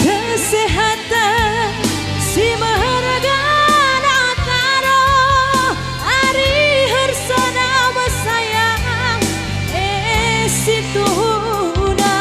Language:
Batak Karo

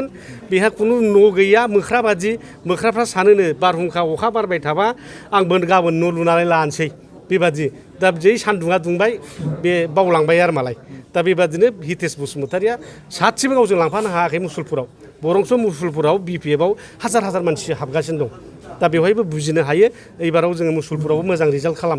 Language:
Bodo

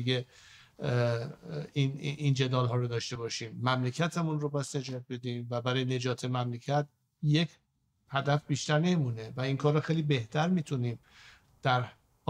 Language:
Persian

